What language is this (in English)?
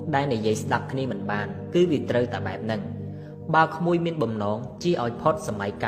Khmer